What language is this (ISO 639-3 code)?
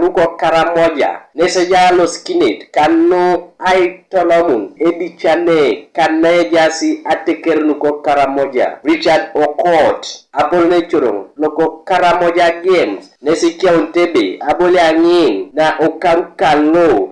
teo